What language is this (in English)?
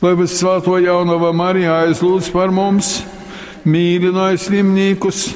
Latgalian